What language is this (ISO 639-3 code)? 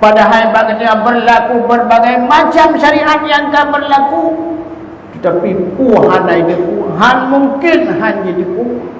ace